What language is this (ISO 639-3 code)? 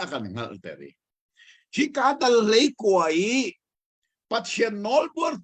cnh